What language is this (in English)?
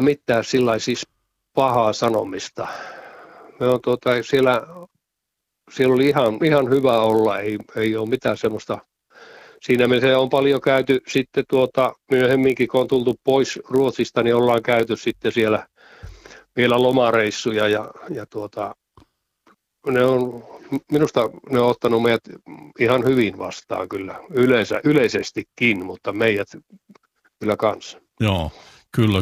Finnish